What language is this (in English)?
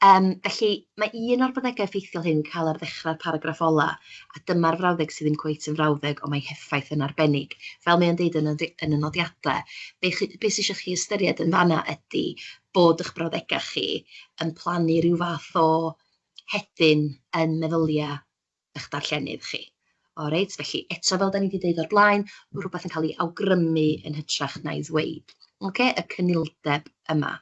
Welsh